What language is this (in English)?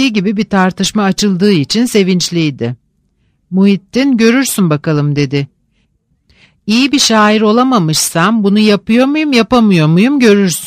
Turkish